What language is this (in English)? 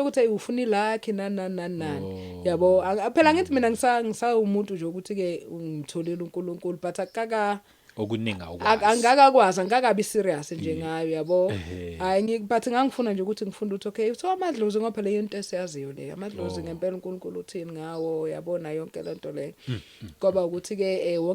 Zulu